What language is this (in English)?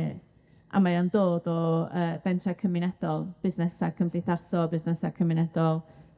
Welsh